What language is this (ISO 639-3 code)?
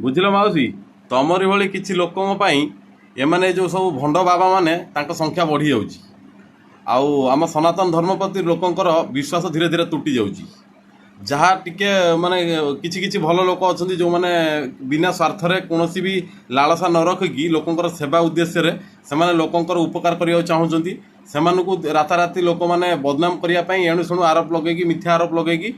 ori